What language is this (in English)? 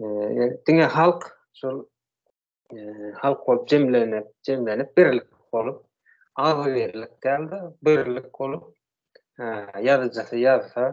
Turkmen